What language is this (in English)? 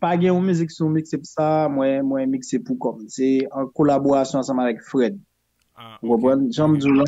Haitian Creole